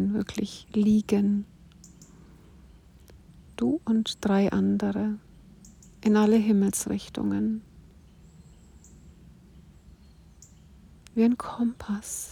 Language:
German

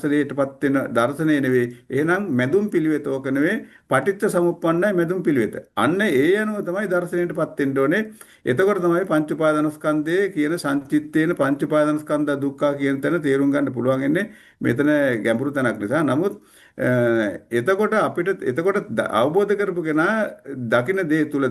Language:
Sinhala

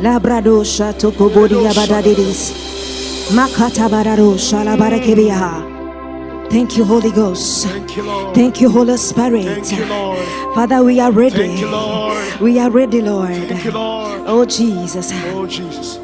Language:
Ewe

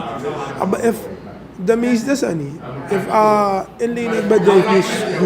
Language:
Sranan Tongo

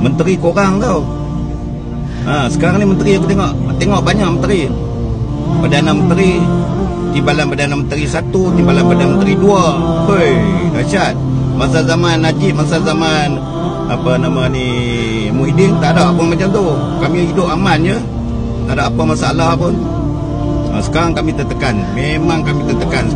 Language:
Malay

